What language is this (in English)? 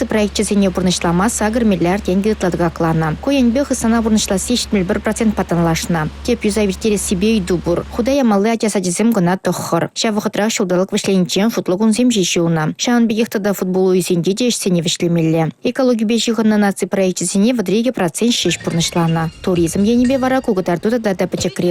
Chuvash